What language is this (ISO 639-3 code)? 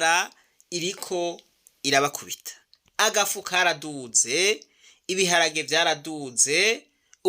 run